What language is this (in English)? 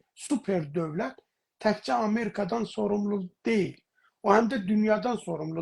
South Azerbaijani